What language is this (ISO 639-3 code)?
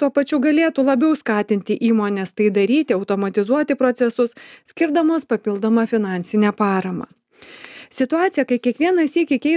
lit